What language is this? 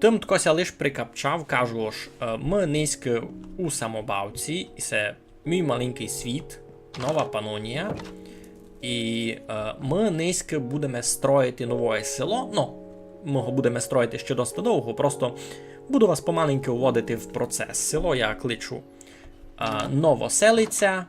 Rusyn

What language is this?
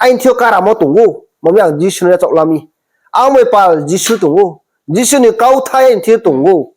Riang (India)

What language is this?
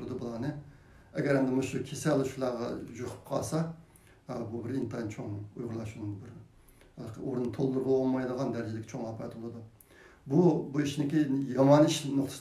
Uyghur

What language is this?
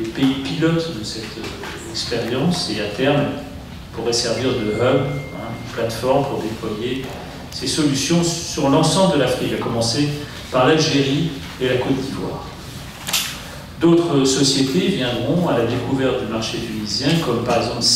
French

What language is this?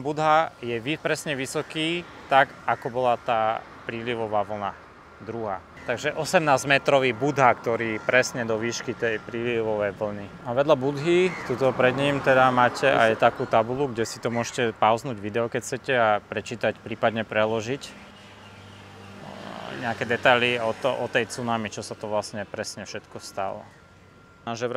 Slovak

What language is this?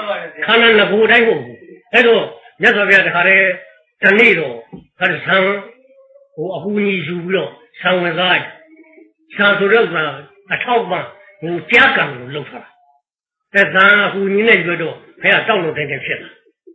Burmese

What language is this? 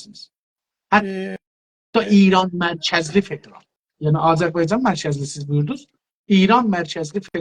South Azerbaijani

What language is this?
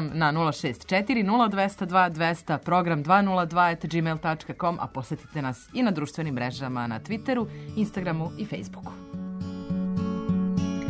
Serbian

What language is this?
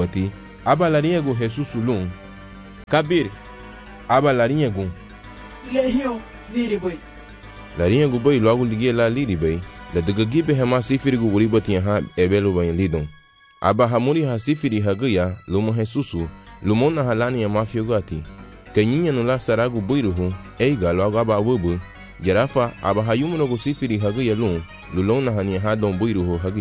Garifuna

